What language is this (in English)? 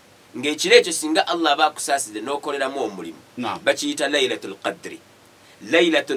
Ganda